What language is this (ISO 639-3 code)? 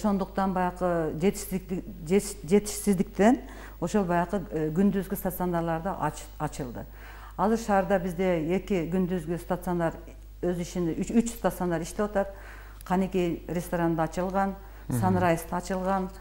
kir